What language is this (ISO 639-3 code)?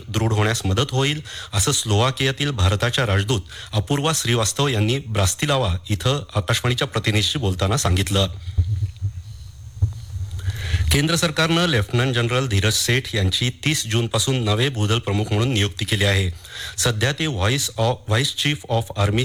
mar